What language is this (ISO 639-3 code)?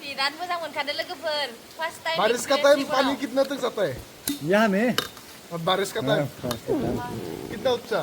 brx